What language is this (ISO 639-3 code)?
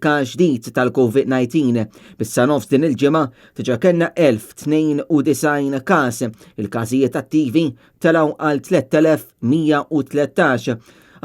mlt